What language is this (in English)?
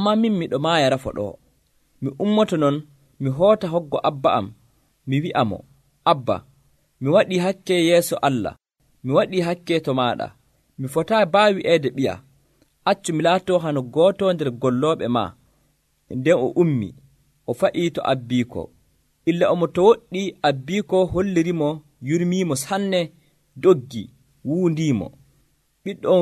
Nigerian Fulfulde